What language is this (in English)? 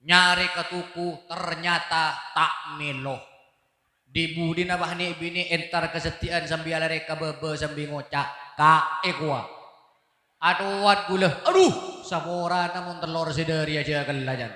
Madurese